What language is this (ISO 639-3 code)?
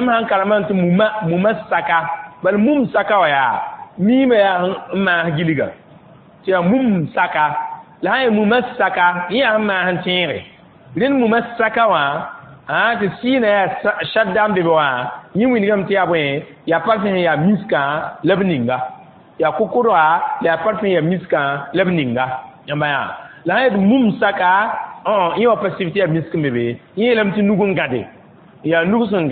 mos